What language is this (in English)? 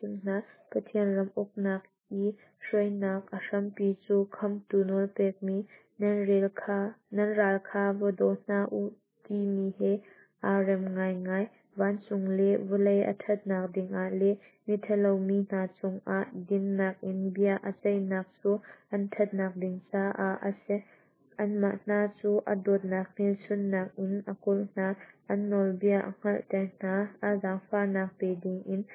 Hakha Chin